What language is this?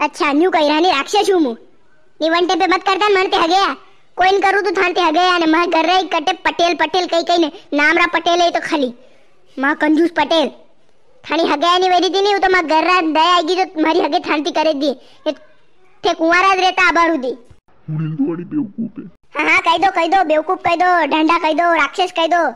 Rajasthani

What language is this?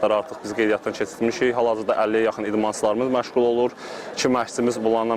Azerbaijani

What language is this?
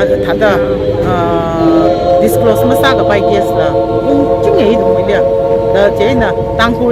Tangkhul Naga (India)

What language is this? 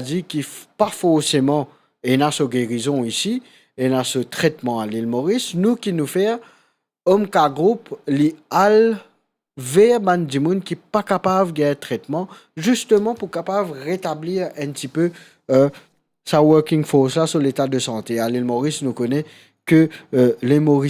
Morisyen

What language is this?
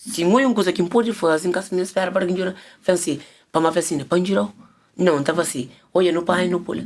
Kabuverdianu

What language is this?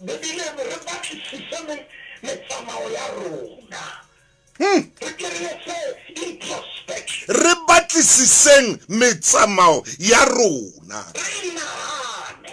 Southern Sotho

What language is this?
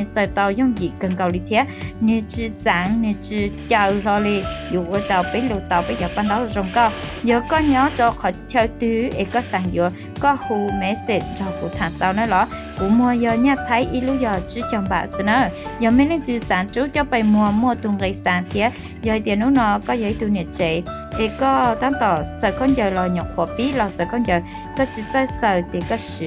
Hmong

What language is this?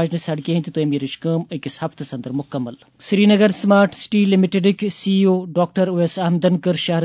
Kashmiri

